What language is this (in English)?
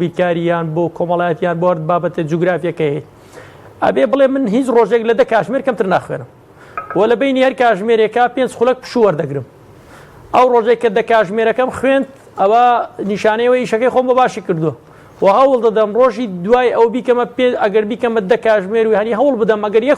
Central Kurdish